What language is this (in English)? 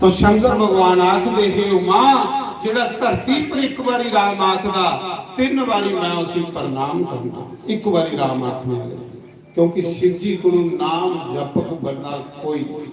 Dogri